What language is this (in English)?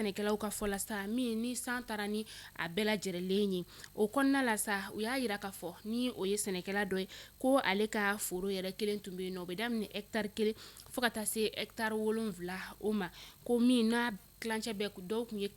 Bambara